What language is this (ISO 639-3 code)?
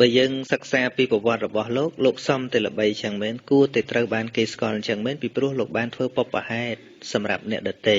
khm